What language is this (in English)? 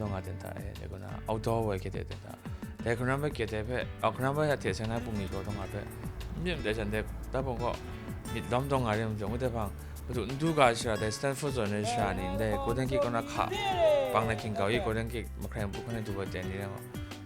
Kachin